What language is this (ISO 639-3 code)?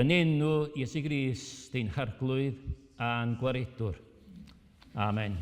cym